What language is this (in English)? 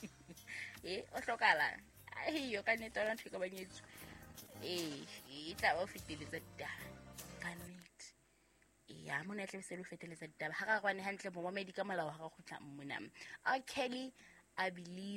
Southern Sotho